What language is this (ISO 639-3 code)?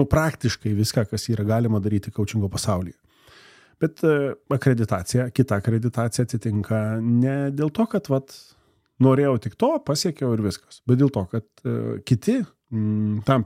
lit